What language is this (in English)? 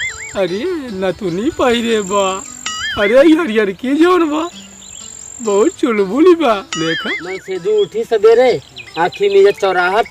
Awadhi